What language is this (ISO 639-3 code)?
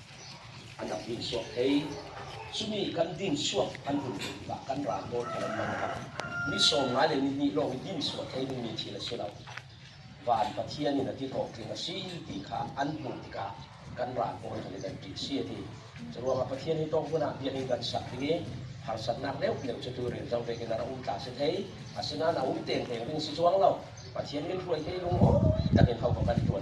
cnh